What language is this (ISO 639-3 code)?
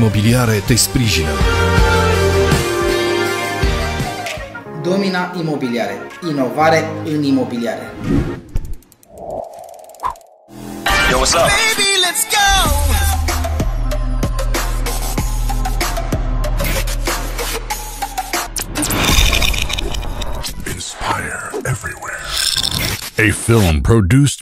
ron